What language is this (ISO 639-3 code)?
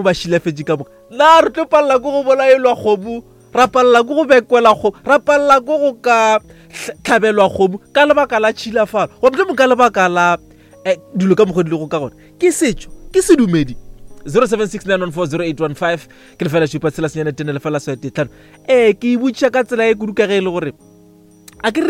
nso